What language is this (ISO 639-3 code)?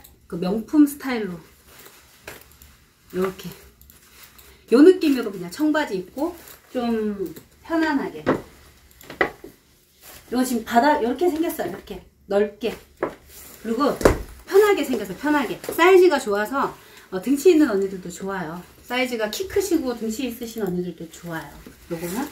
kor